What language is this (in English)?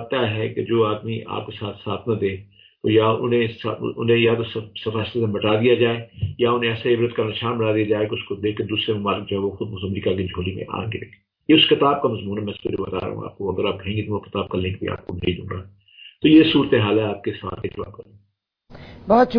Urdu